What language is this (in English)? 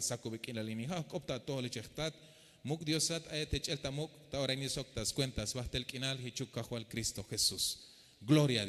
Tzeltal